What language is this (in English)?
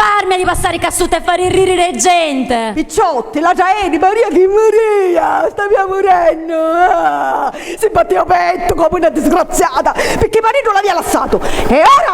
Sicilian